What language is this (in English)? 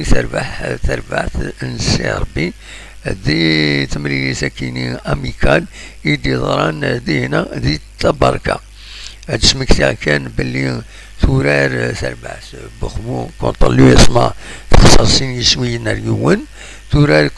Kabyle